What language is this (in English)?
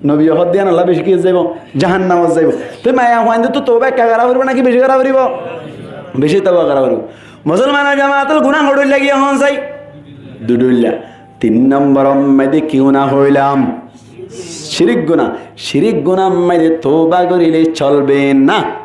Rohingya